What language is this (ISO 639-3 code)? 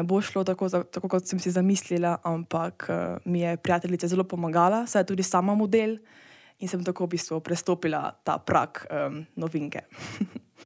slv